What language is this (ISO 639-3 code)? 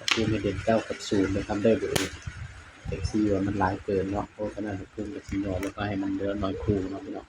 tts